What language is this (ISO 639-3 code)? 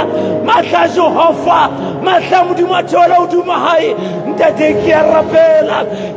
sot